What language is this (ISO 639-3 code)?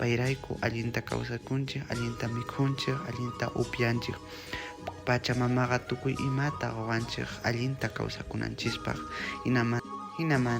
que